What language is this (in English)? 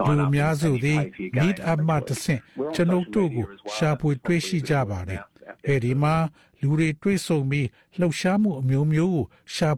Burmese